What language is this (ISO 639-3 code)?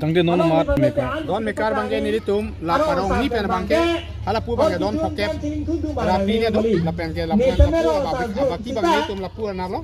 mjw